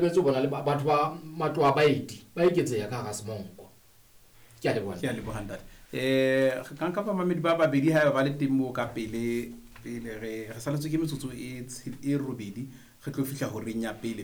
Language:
Southern Sotho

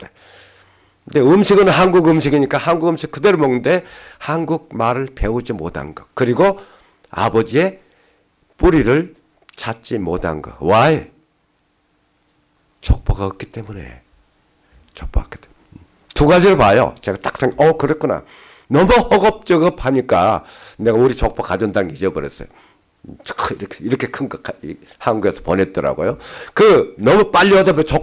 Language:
Korean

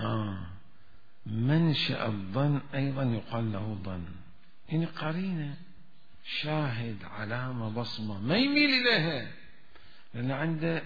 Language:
Mesopotamian Arabic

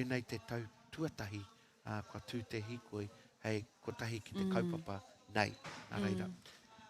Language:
Māori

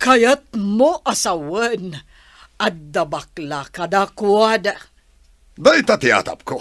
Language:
Iloko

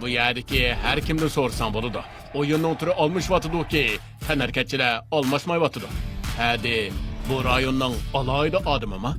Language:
Uyghur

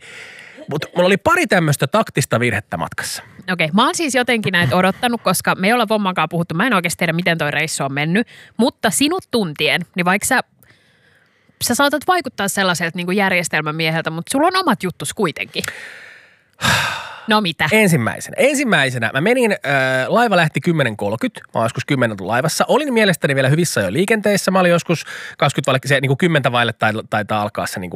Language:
Finnish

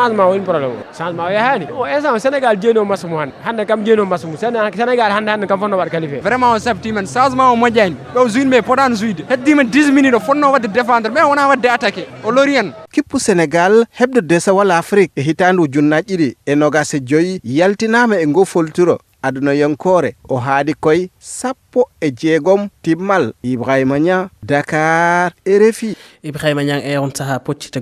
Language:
Fula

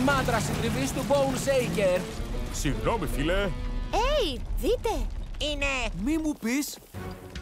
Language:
Greek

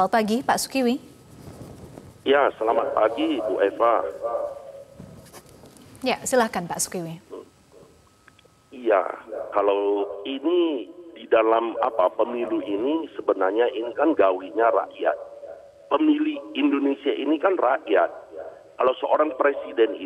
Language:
Indonesian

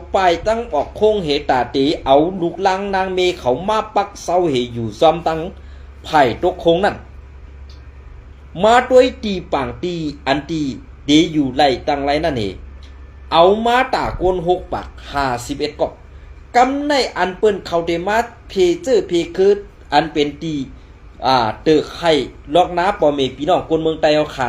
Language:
Shan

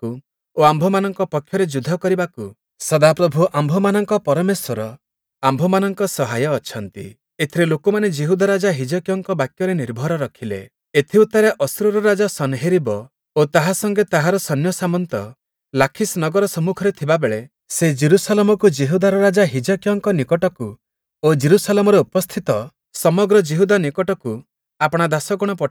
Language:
Odia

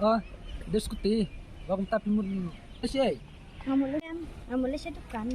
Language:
Khasi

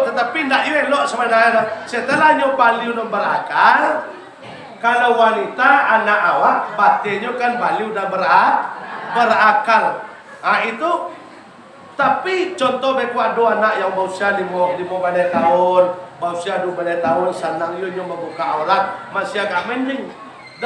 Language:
Minangkabau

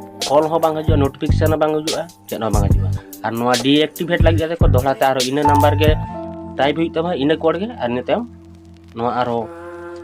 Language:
Santali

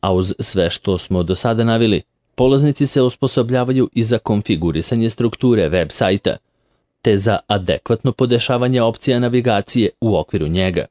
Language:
Serbian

